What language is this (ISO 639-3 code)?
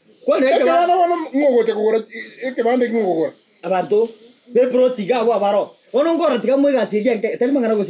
guz